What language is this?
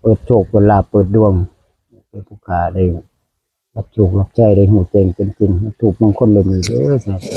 Northeastern Thai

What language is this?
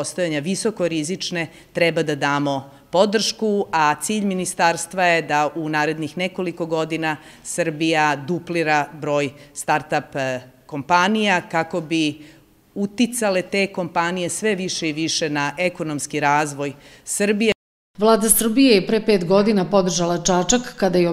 Serbian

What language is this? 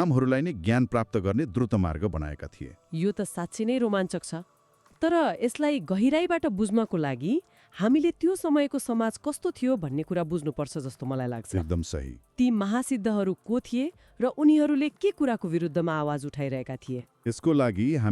Nepali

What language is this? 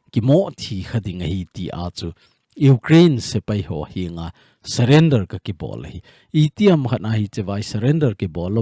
Thado Chin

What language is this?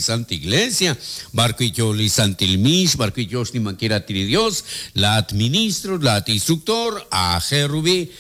Kekchí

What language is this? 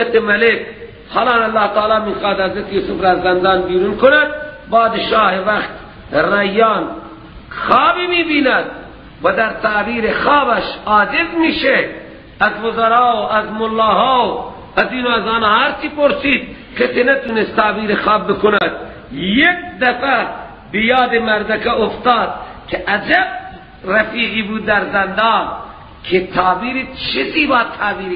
Persian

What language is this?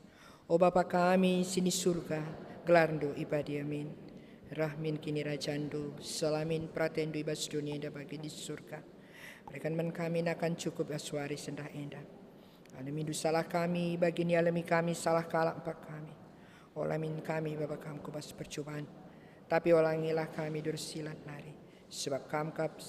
Batak Karo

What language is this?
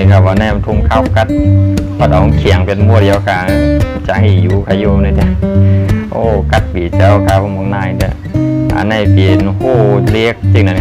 Shan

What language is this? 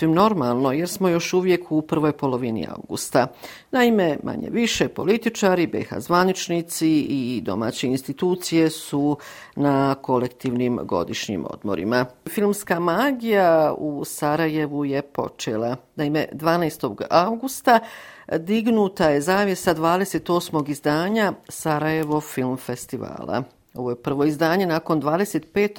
Bosnian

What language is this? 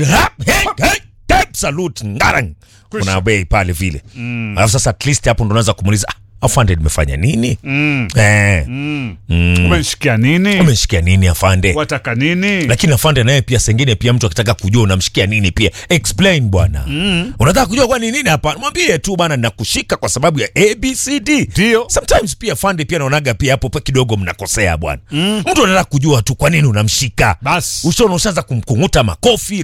Swahili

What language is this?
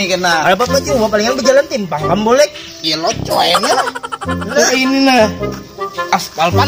Banjar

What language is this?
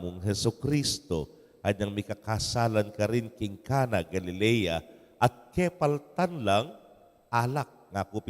Pampanga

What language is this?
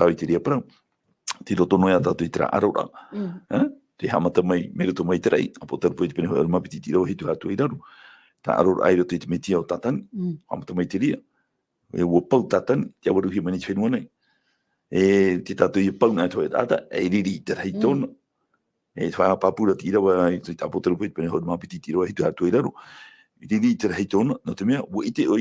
Tahitian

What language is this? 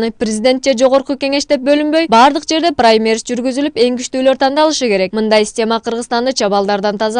Kyrgyz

